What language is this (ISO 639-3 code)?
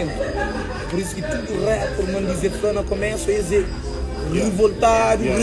kea